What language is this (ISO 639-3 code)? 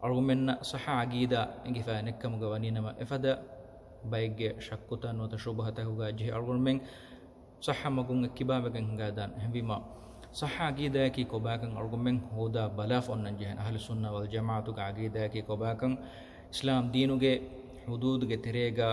div